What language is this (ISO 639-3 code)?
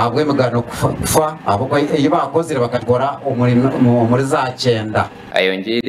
nyn